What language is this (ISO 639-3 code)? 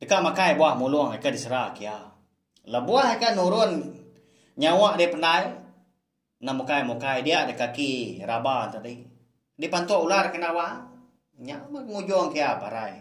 iba